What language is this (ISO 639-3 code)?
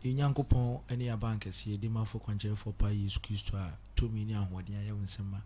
aka